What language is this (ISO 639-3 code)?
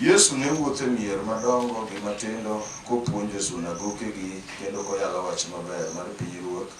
luo